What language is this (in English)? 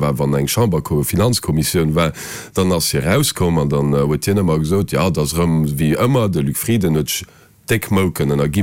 Luxembourgish